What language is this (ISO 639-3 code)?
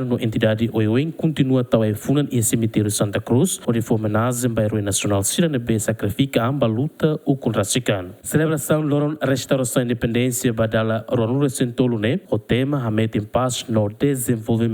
tet